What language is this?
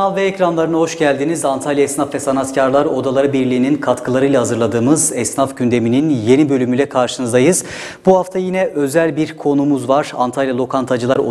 Turkish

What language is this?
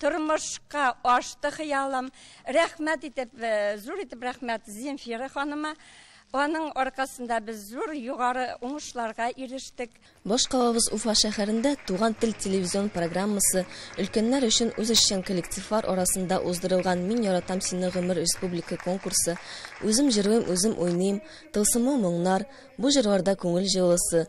Tatar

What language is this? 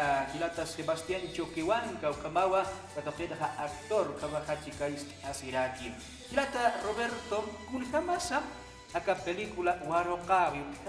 Aymara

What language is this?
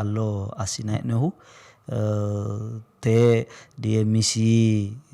Sidamo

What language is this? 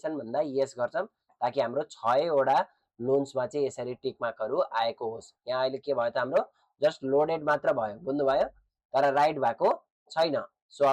Nepali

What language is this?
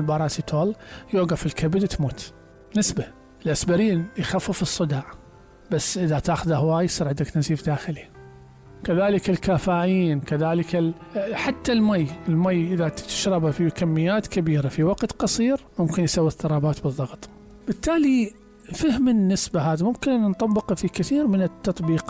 Mesopotamian Arabic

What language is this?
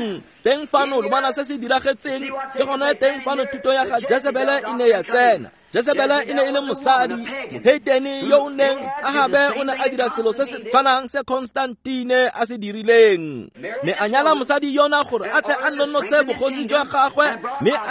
Tswana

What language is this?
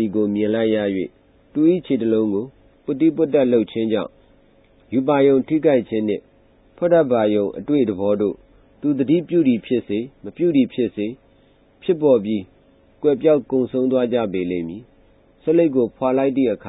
Burmese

